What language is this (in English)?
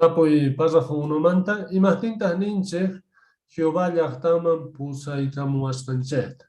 Quechua